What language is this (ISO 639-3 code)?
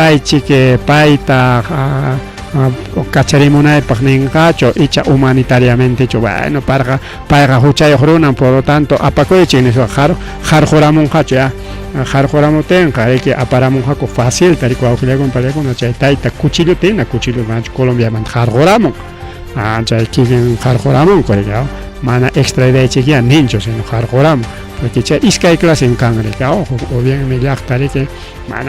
quy